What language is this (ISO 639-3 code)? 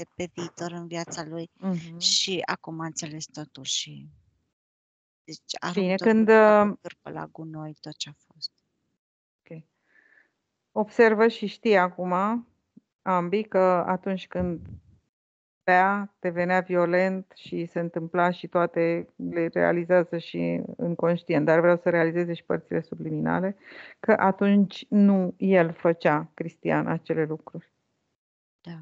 ron